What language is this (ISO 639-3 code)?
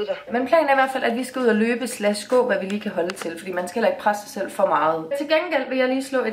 dan